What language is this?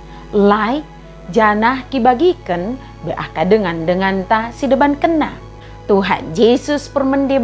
Batak Dairi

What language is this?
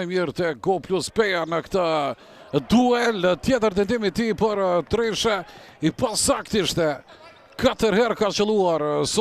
Albanian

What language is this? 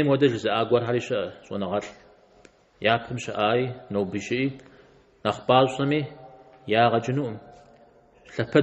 Kabardian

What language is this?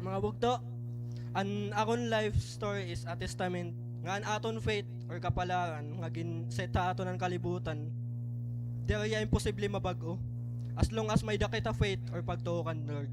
Waray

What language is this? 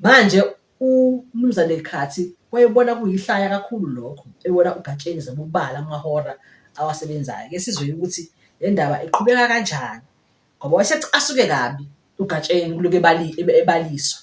Zulu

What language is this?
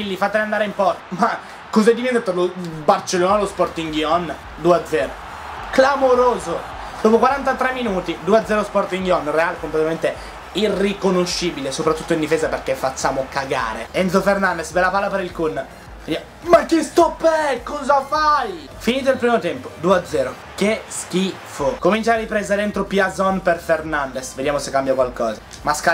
Italian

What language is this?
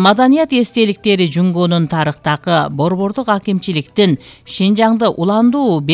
Kyrgyz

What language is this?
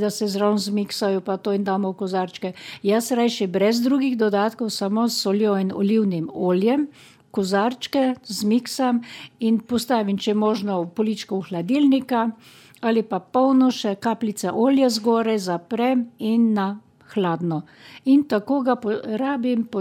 Slovenian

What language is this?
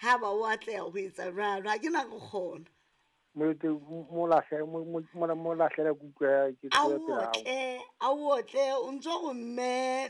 Southern Sotho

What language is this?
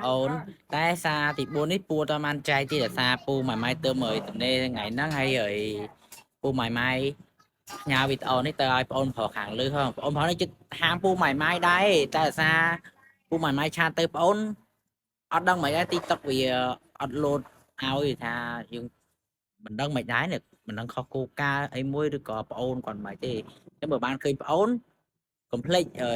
Khmer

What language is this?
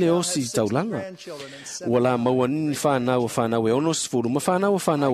Samoan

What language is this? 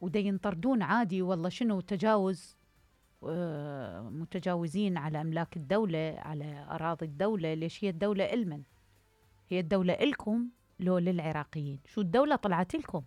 Mesopotamian Arabic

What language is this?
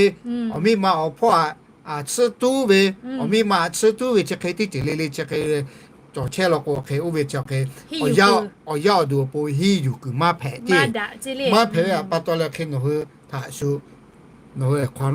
Lahu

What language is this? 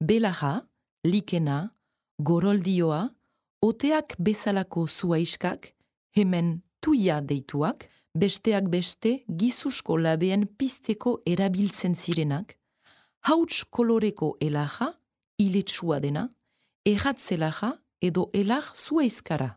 Basque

